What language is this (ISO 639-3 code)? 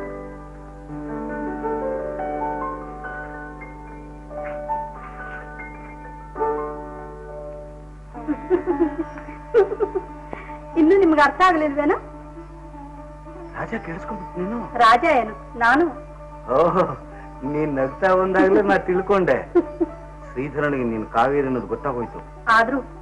kan